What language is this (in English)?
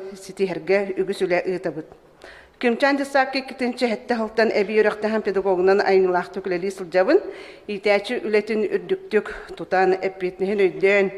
Yakut